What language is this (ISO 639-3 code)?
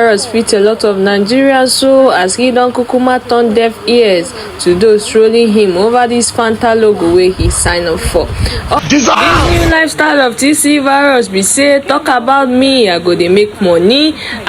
pcm